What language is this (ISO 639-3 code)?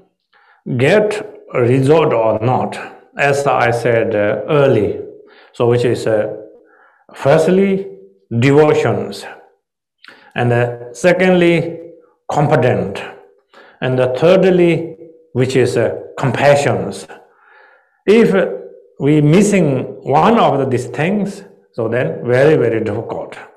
vie